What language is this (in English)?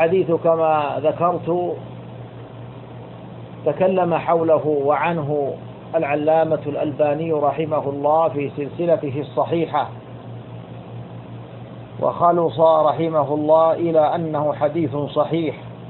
Arabic